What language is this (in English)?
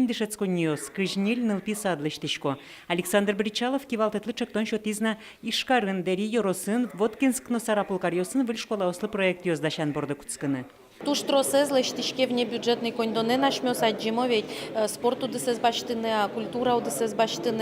Udmurt